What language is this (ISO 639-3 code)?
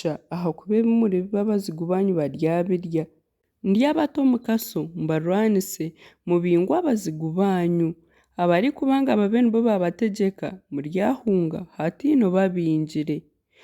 nyn